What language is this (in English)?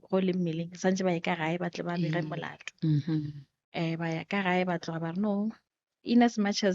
Northern Sotho